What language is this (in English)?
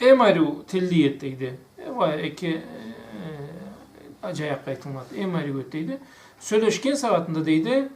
Karachay-Balkar